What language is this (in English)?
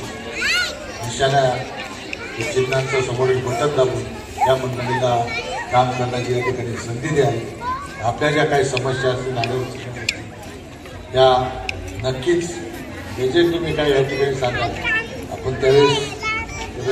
Marathi